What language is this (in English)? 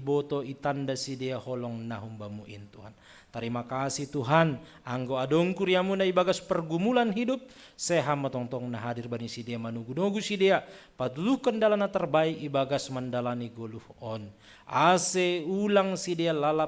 Batak Simalungun